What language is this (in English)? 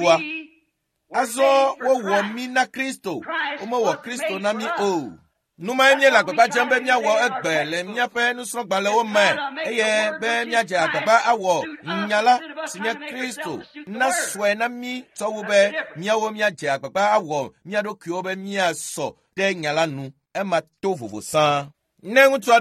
Ewe